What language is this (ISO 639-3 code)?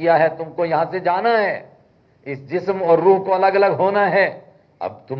urd